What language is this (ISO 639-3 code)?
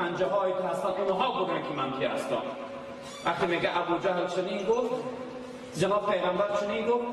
tgk